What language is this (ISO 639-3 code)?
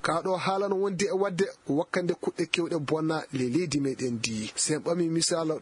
ffm